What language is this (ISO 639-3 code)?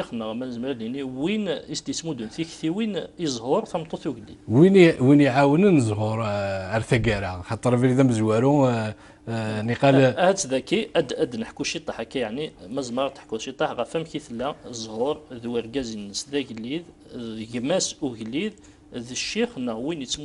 kab